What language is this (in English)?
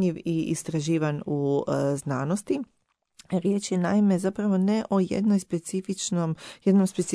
Croatian